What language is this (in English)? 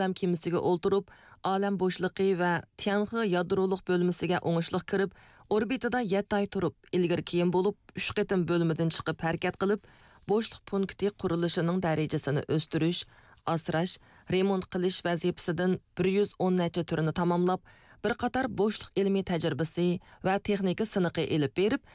Uyghur